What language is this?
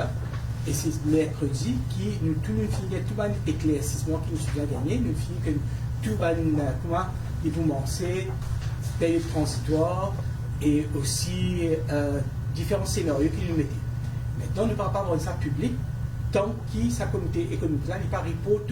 Morisyen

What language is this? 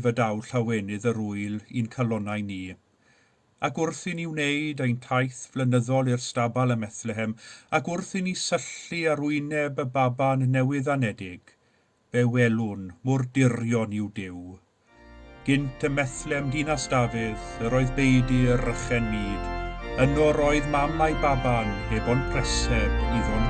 Welsh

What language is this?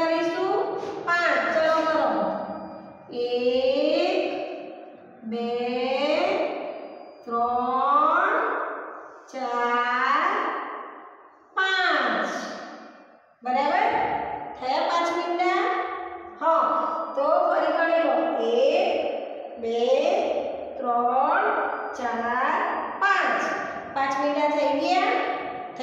Gujarati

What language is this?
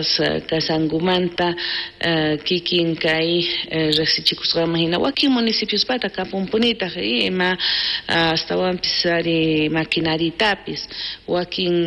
South Bolivian Quechua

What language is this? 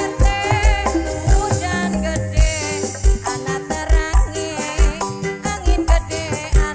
Indonesian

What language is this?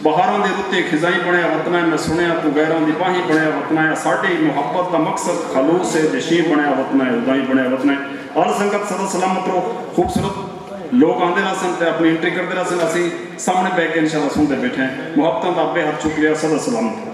Saraiki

